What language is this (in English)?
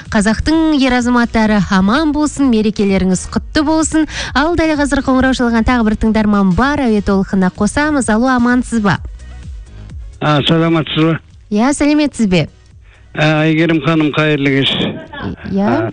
Kazakh